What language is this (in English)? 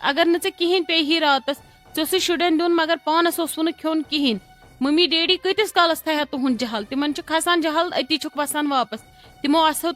Kashmiri